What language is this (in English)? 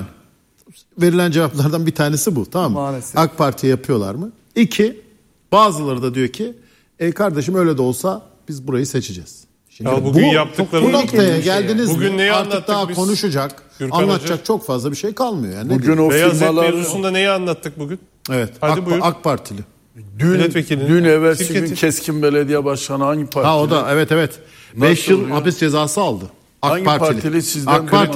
Turkish